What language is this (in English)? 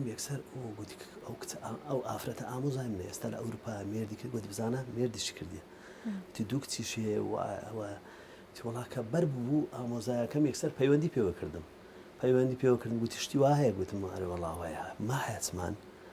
Central Kurdish